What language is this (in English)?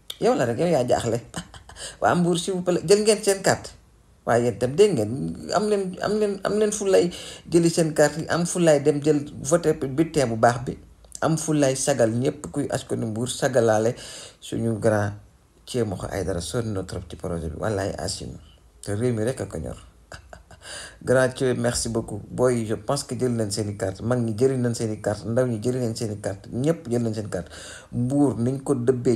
Wolof